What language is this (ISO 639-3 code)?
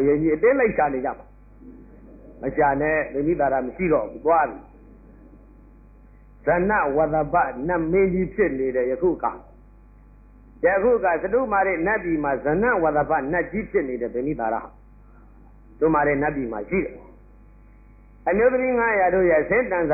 mya